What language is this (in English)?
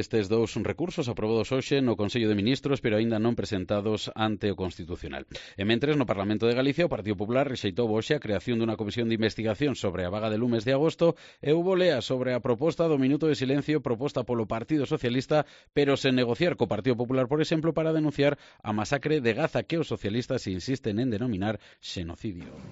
Galician